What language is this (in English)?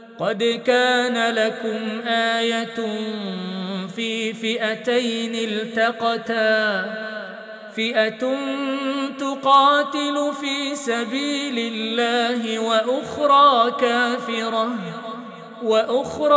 Arabic